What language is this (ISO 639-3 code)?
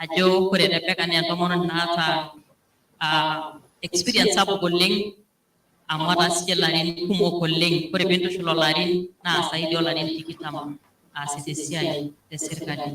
mas